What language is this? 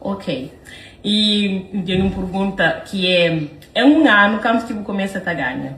Kabuverdianu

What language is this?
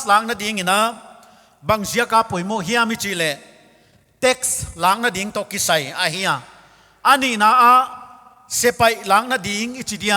Paite Chin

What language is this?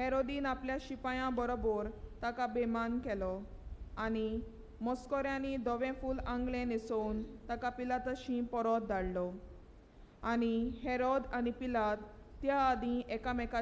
Konkani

